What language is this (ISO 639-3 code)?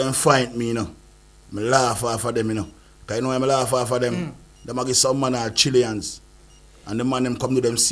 jam